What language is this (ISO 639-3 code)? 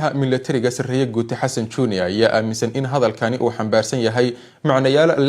som